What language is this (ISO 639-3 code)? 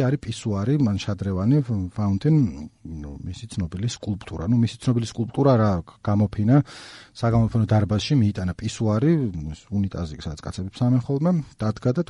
kat